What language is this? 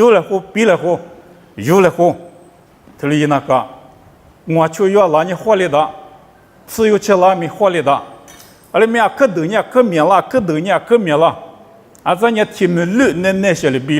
Lisu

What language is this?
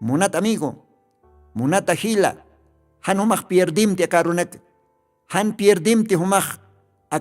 Aymara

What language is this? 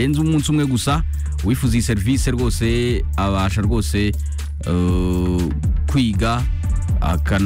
Kinyarwanda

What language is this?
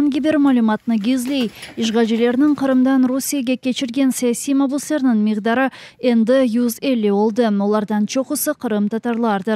Crimean Tatar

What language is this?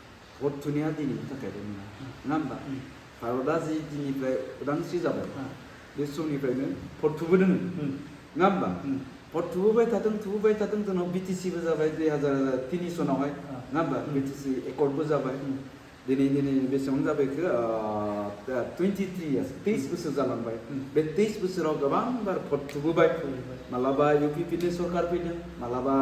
Bodo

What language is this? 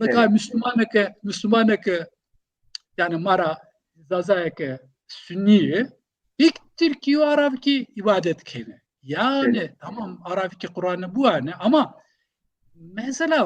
Zaza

